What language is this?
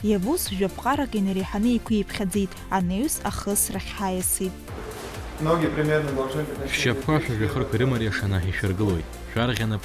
Abkhazian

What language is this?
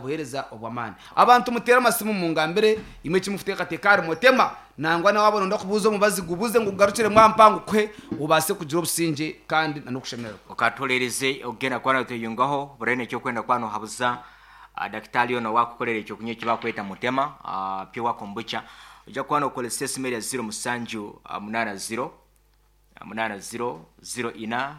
Nyankole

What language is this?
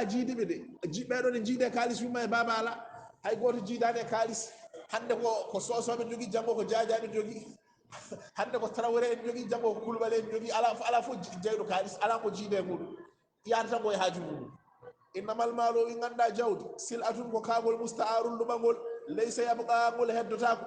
Fula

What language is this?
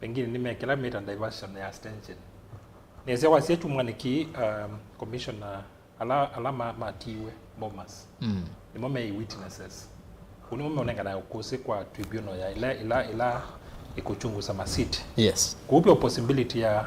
Kamba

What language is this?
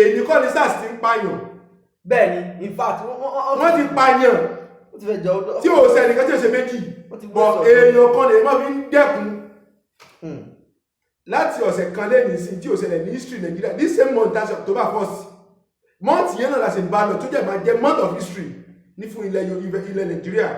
Yoruba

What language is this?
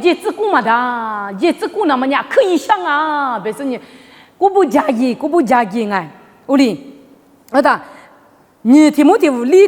Lisu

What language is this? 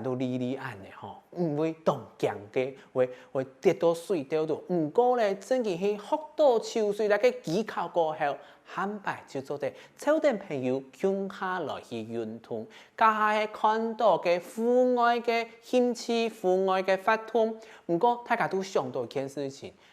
Hakka Chinese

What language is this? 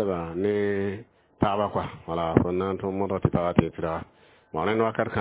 Mossi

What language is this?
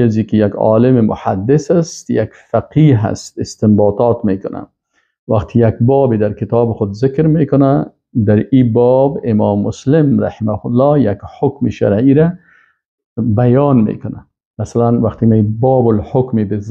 Persian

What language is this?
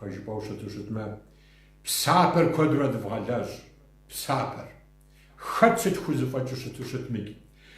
Kabardian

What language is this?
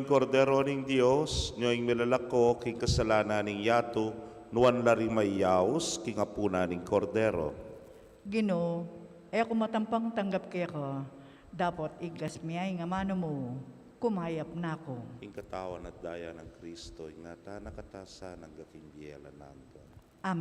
Pampanga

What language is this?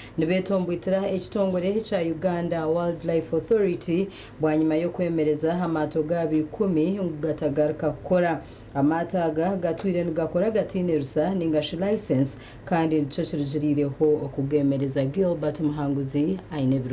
Nyankole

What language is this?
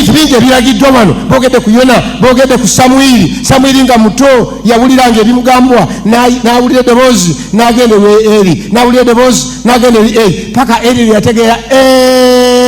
Ganda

